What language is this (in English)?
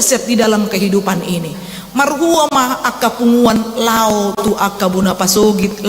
Batak Toba